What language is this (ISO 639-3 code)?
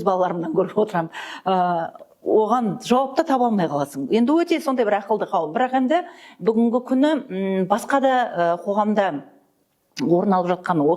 kaz